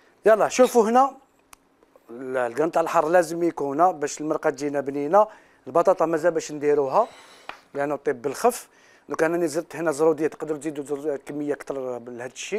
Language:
Algerian Arabic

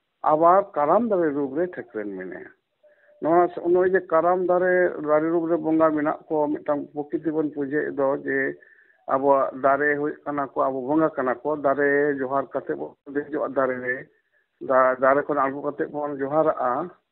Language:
Santali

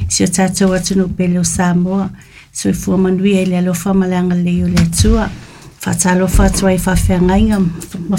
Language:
Samoan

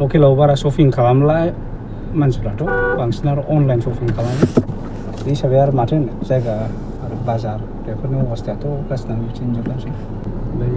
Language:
Bodo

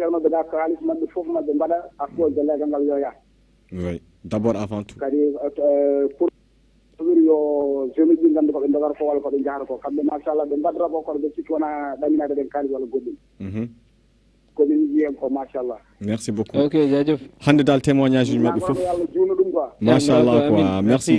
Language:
Fula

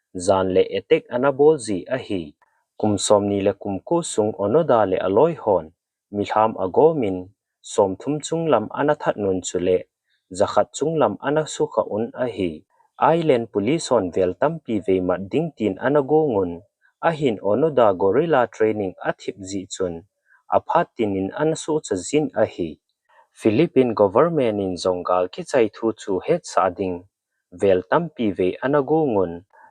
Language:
Thado Chin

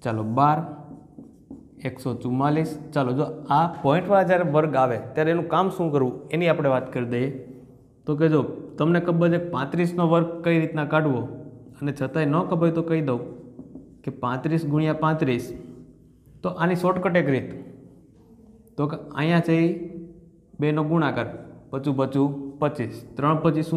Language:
Gujarati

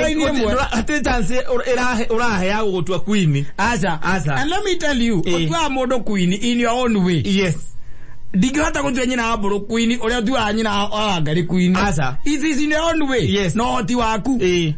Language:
Kikuyu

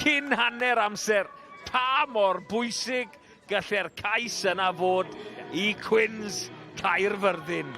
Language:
Welsh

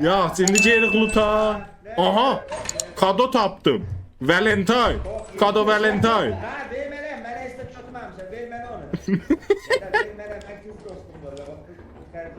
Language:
South Azerbaijani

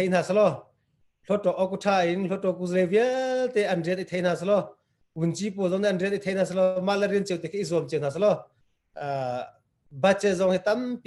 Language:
Hakha Chin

